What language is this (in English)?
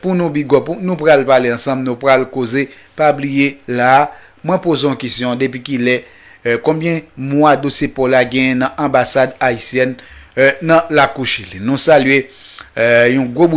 Haitian Creole